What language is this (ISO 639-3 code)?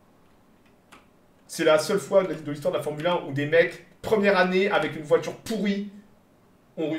fra